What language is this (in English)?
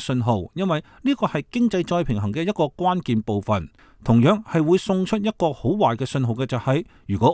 Cantonese